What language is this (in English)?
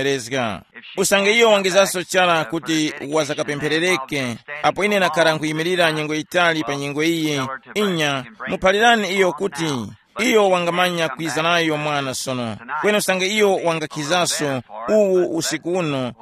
Tumbuka